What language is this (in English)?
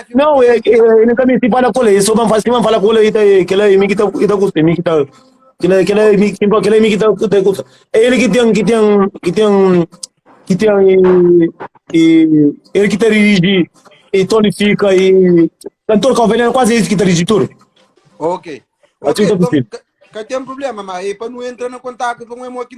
Kabuverdianu